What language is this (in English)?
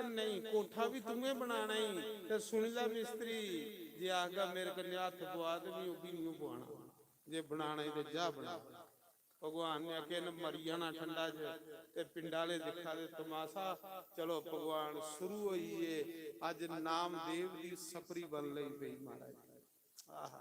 Dogri